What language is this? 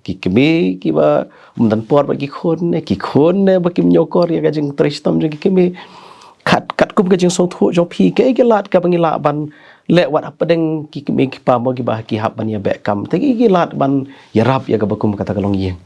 Khasi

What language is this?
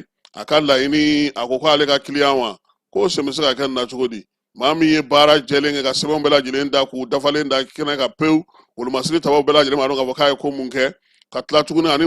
Bambara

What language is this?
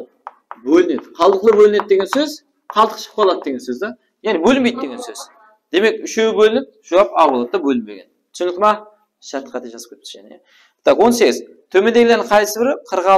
Kara-Kalpak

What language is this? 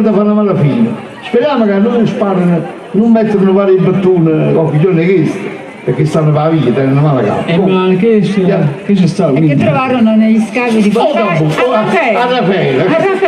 Neapolitan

